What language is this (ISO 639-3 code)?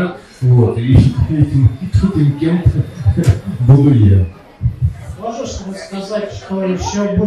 rus